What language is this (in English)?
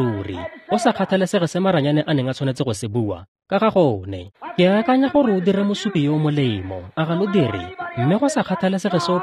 Tswana